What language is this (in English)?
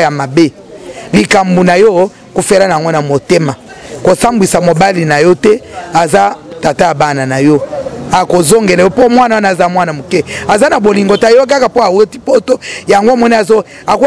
Lingala